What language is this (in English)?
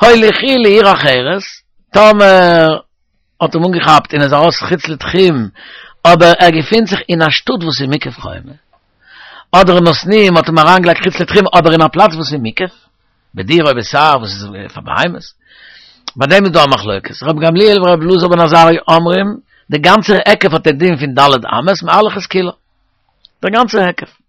Yiddish